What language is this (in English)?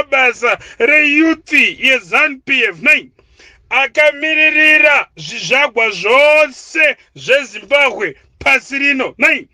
Shona